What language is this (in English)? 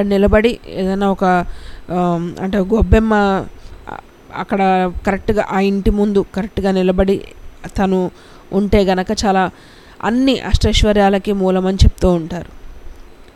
Telugu